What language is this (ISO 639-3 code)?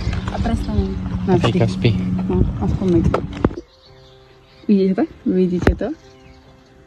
slk